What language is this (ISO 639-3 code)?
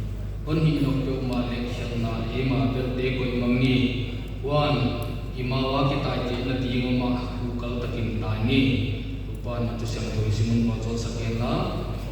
pck